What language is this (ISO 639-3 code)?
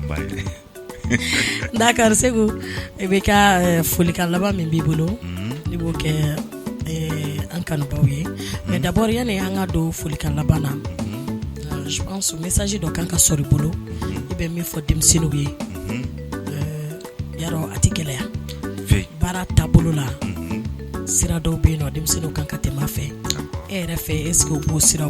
bam